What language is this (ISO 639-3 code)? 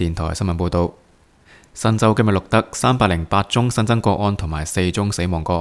yue